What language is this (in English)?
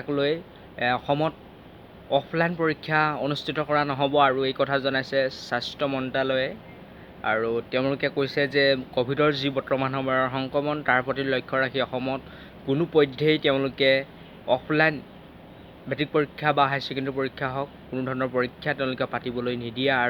Assamese